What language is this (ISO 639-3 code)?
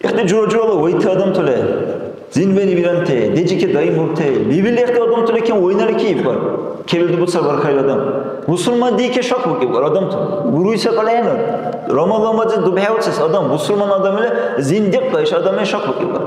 dar